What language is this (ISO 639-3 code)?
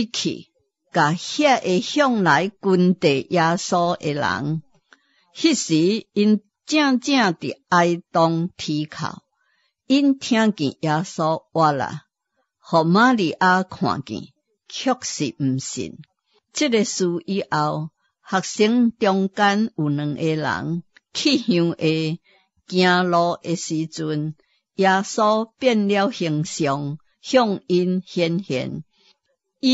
nan